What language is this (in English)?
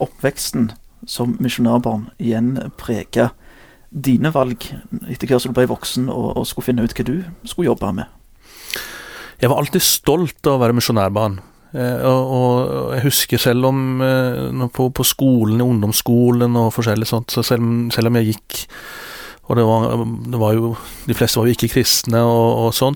Norwegian